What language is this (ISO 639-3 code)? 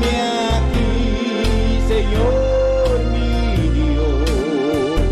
pap